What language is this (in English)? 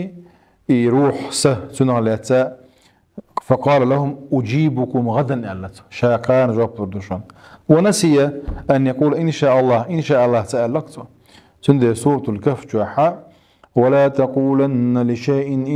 Chechen